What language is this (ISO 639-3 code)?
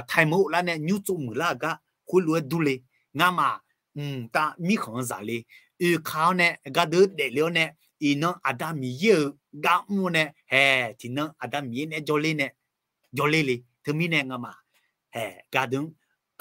ahk